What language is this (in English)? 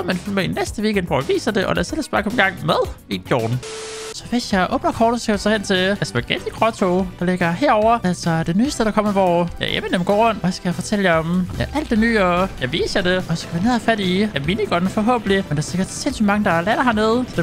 Danish